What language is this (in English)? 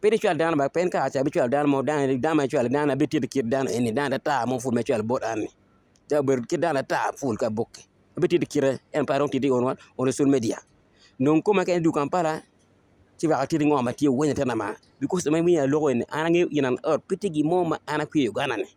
Acoli